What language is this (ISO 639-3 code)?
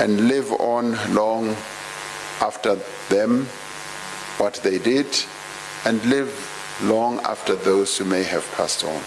eng